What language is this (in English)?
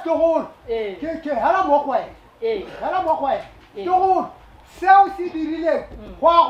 Northern Sotho